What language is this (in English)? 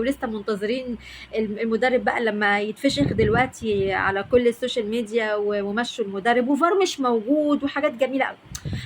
Egyptian Arabic